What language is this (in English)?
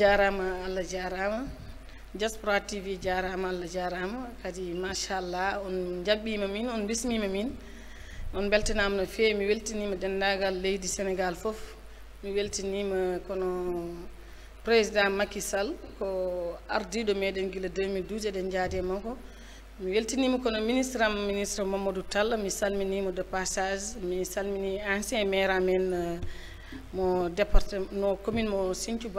Fula